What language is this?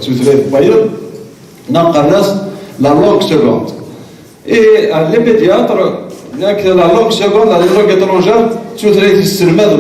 Kabyle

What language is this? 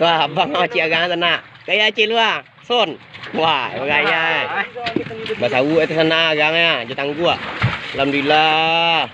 Minangkabau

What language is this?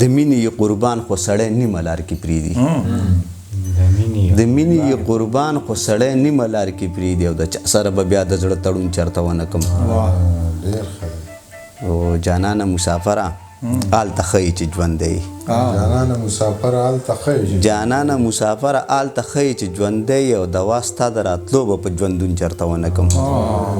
Pashto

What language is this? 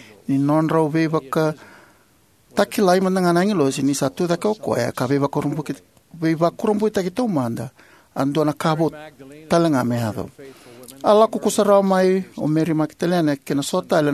Fijian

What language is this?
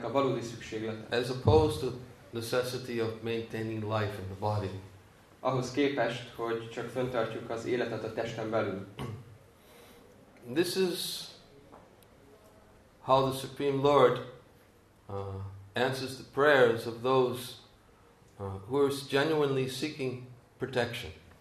Hungarian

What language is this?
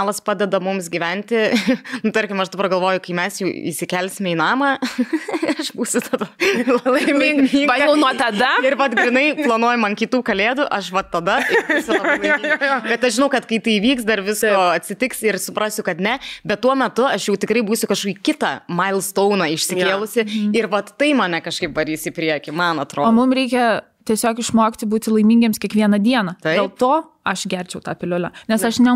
Lithuanian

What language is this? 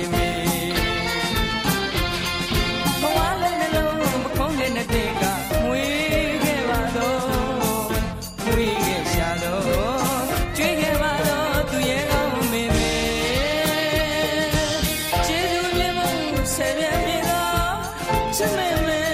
Burmese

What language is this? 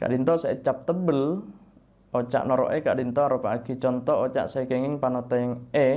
Madurese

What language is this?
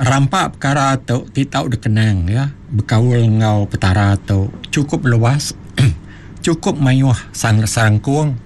Iban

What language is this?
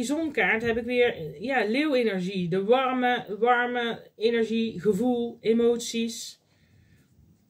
Dutch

